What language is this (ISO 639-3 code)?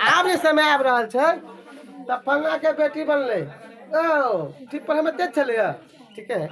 mai